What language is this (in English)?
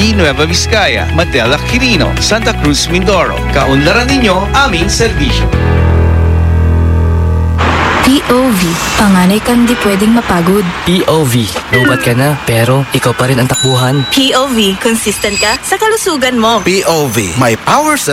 Filipino